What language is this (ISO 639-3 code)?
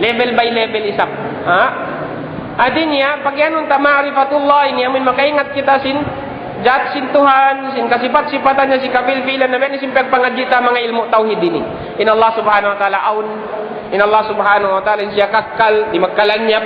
tsg